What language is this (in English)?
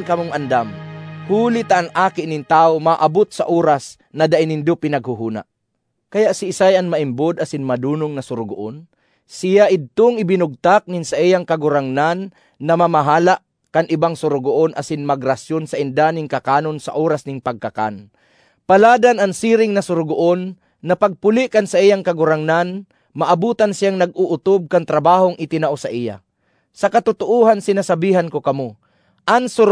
Bikol